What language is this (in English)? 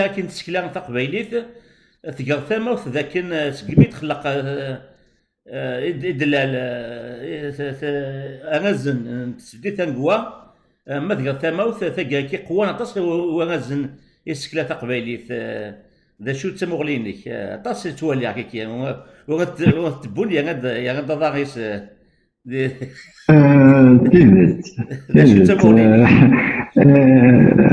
Kabyle